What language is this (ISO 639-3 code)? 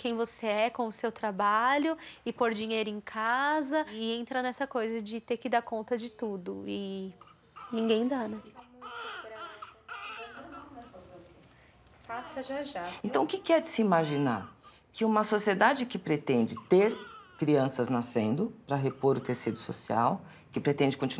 por